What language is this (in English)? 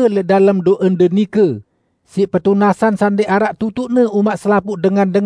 Sasak